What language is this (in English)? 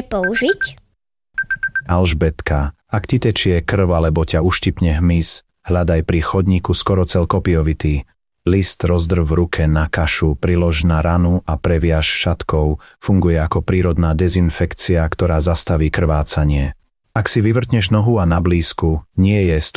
Slovak